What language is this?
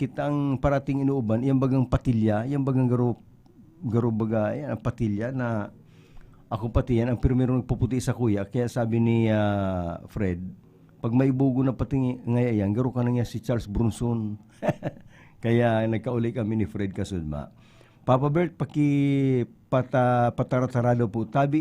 Bikol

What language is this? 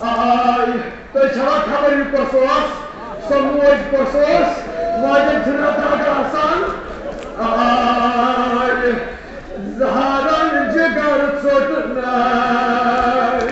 Kashmiri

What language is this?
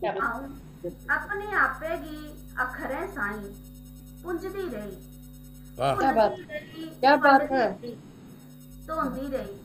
Dogri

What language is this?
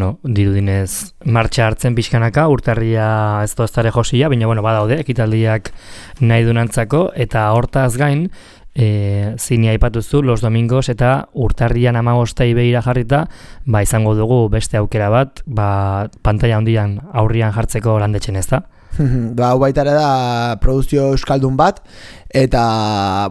Basque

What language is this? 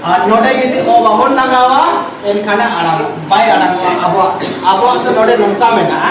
Santali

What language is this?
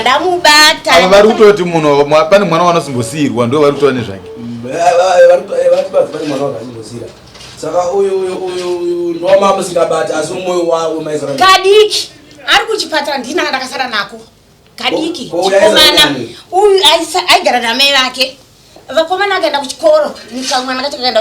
Shona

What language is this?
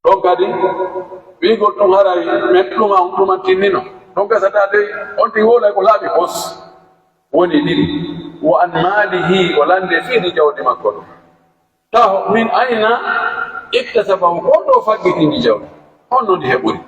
Pular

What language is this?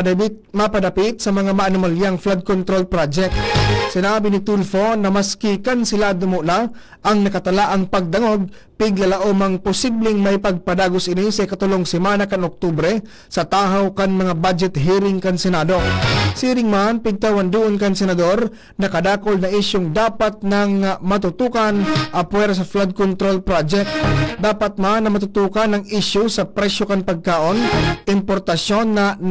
Bikol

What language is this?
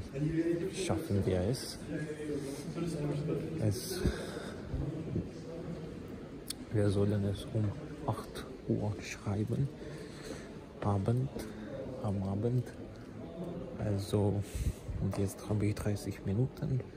German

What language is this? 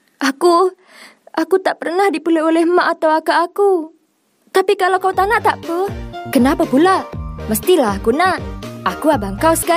Malay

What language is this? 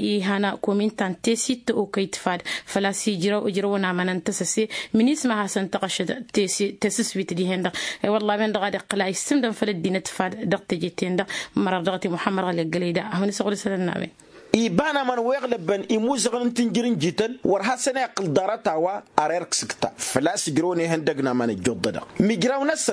Tamasheq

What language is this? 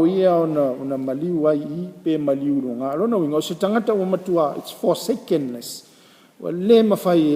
Samoan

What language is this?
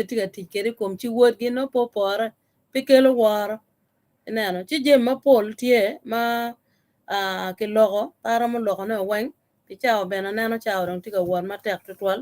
Acoli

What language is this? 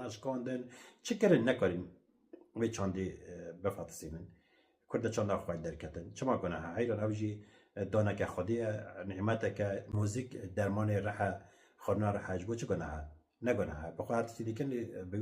Kurdish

